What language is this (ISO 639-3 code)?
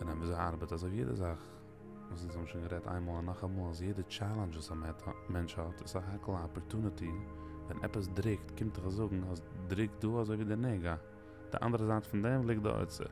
yid